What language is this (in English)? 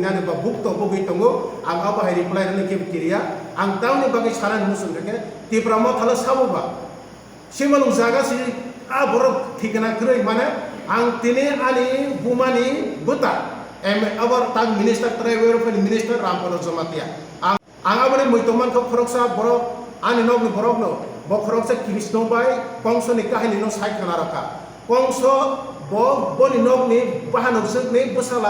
Kok Borok